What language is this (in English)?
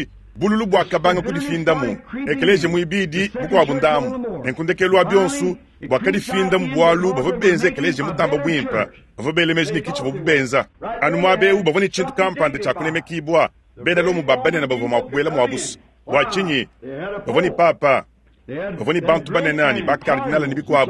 Luba-Lulua